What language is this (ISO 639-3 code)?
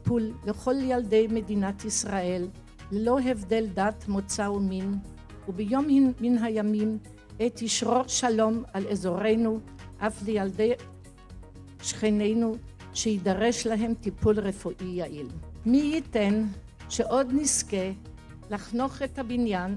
heb